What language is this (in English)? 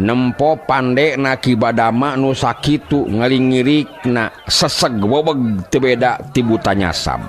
Sundanese